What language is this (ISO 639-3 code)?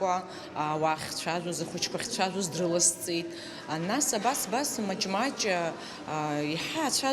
abk